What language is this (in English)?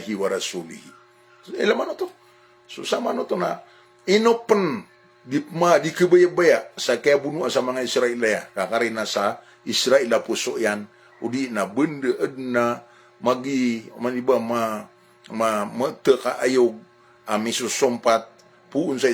Maranao